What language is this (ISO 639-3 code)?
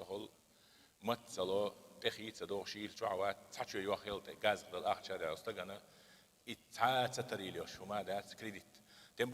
che